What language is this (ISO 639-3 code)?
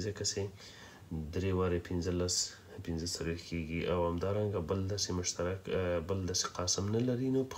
pus